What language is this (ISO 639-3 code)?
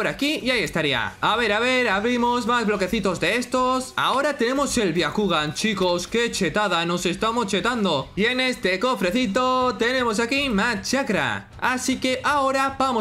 spa